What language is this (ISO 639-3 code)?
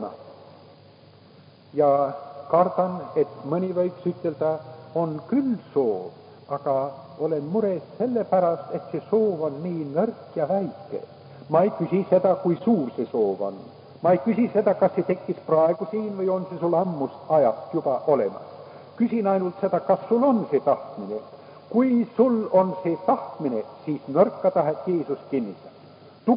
est